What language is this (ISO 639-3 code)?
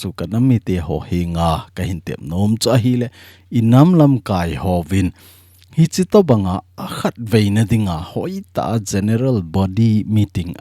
tcz